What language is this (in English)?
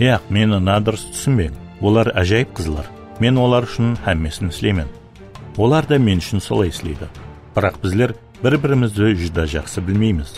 Kara-Kalpak